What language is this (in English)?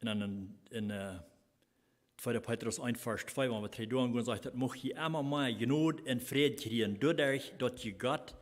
Plautdietsch